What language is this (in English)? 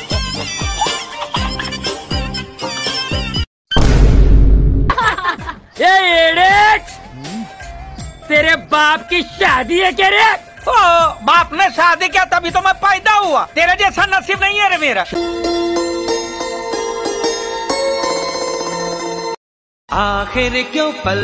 Hindi